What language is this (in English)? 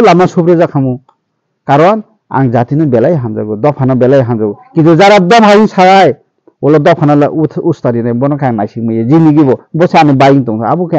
Kok Borok